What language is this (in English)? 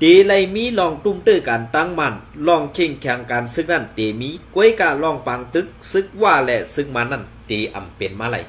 Shan